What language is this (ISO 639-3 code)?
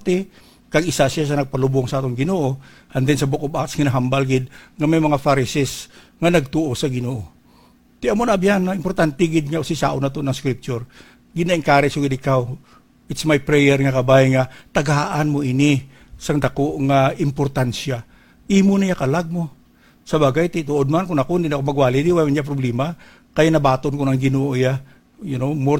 hil